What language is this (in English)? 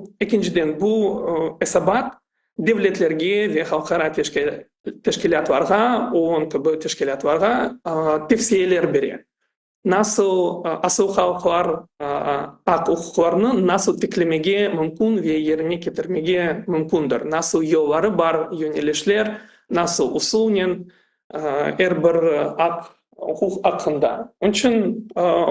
Crimean Tatar